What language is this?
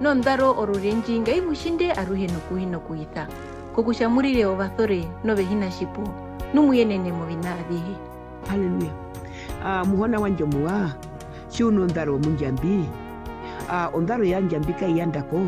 Herero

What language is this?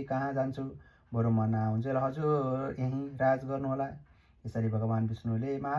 Nepali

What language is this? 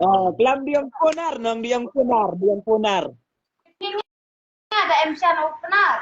Khasi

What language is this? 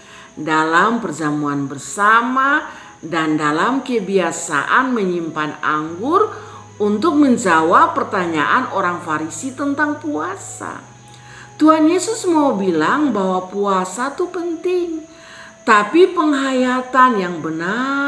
Kupang Malay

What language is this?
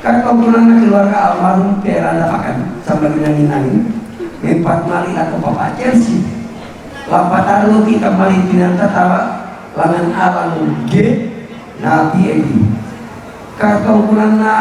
Toraja-Sa'dan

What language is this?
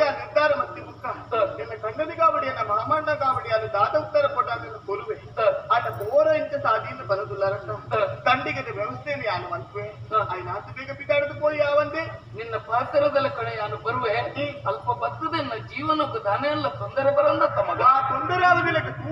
Tulu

